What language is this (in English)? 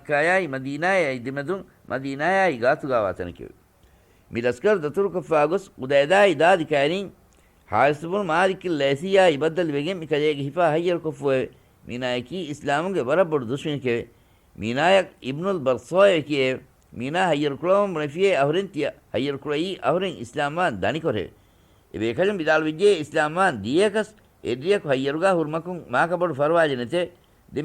Divehi